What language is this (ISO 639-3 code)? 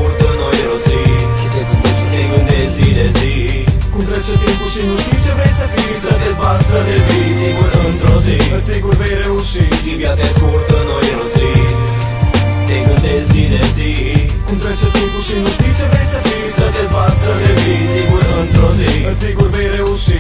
ron